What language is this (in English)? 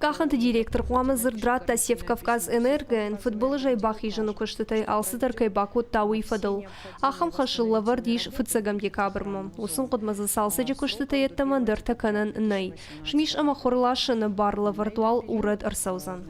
Ossetic